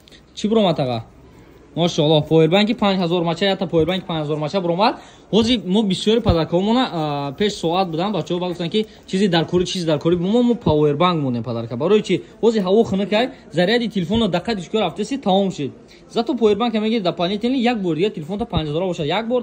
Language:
Tajik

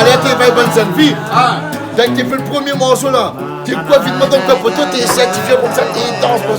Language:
Réunion Creole French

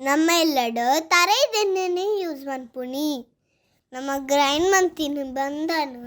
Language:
Tulu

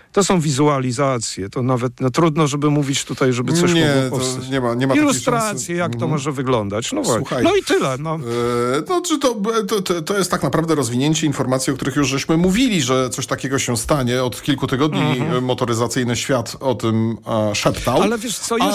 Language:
Polish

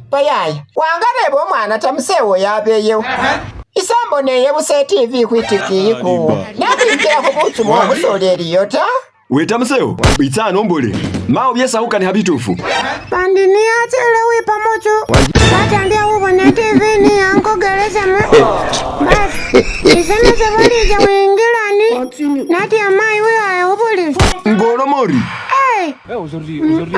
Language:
Masaaba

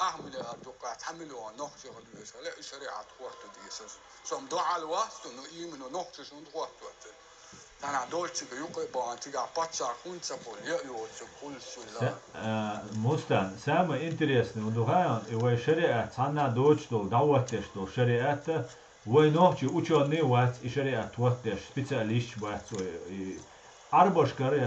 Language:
Chechen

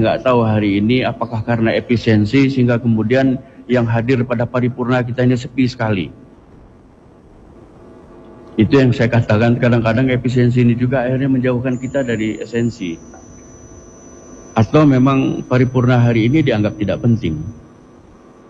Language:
Indonesian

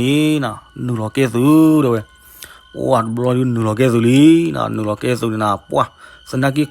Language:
S'gaw Karen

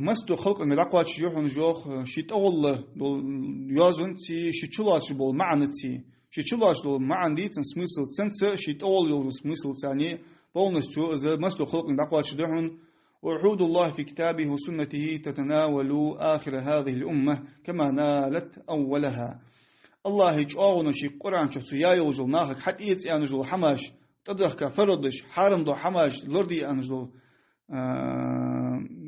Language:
Ingush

